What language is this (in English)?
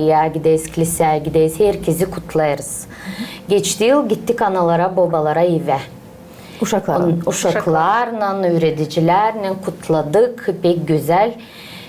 Gagauz